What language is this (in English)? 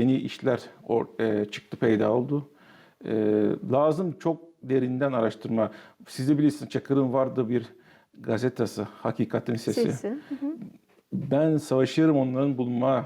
Gagauz